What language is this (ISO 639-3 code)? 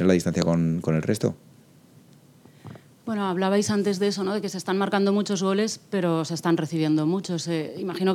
spa